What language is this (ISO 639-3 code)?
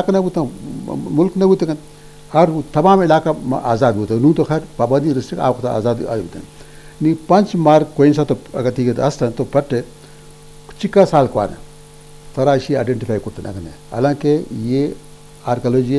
bgp